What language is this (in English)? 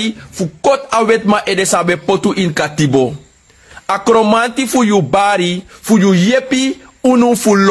Sranan Tongo